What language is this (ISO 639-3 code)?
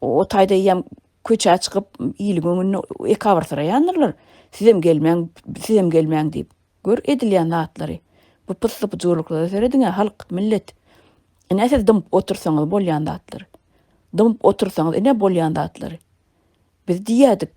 tuk